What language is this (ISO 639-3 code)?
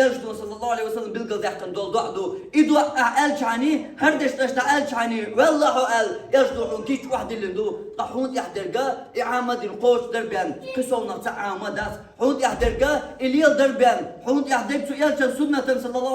che